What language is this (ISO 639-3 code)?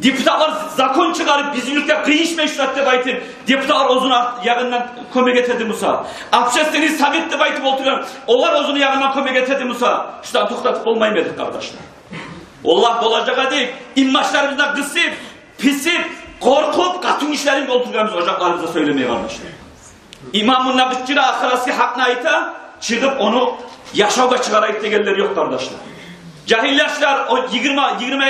kum